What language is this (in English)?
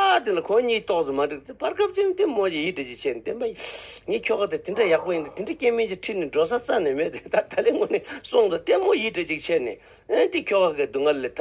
Tibetan